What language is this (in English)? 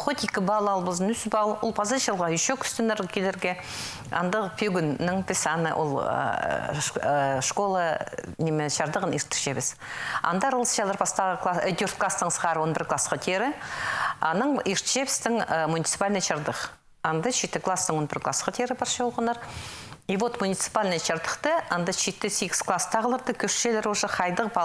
Khakas